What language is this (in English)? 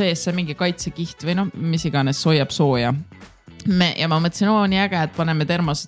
Estonian